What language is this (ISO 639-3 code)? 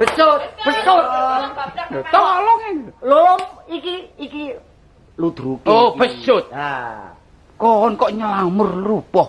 jav